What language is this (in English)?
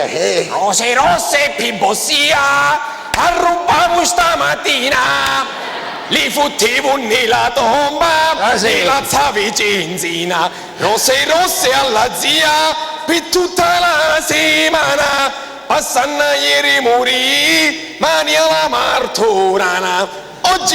Sicilian